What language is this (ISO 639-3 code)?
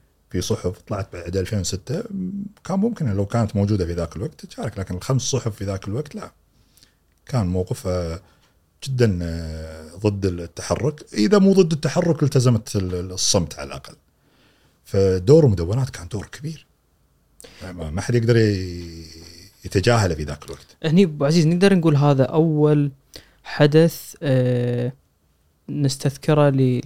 afb